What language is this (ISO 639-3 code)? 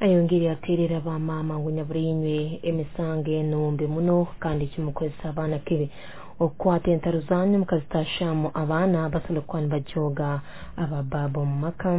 nyo